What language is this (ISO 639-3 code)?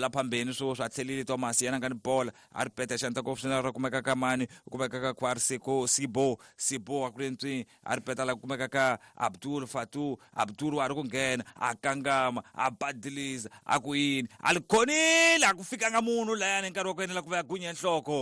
tso